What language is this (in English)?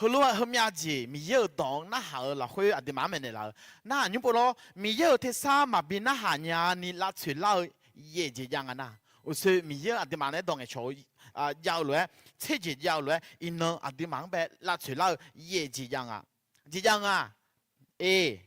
Akha